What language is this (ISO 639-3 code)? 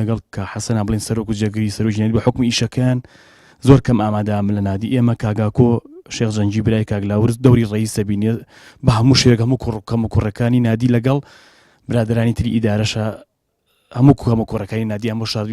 ckb